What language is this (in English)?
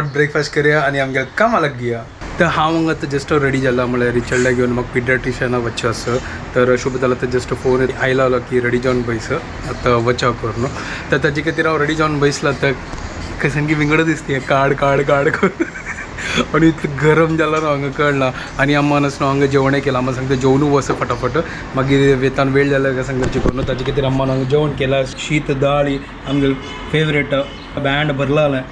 Konkani